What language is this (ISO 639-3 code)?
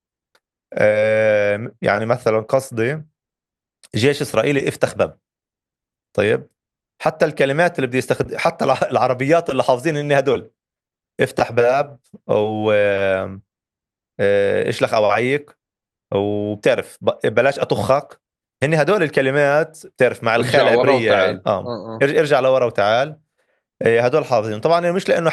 apc